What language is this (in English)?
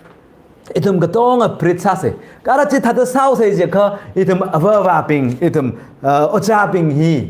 Tangkhul Naga (India)